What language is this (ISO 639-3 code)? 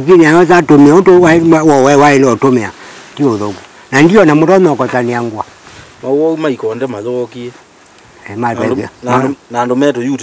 kam